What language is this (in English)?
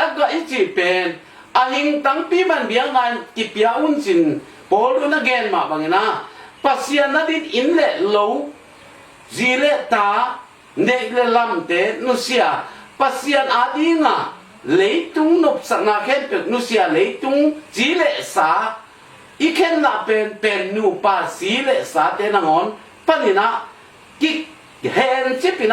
Tedim Chin